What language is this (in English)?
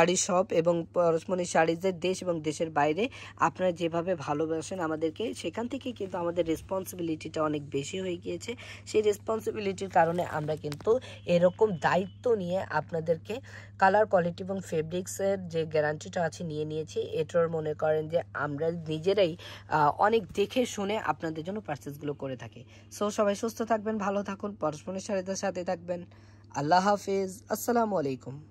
Bangla